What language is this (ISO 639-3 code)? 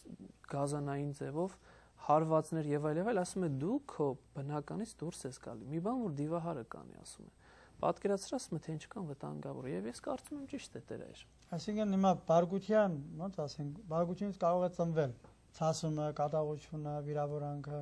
hye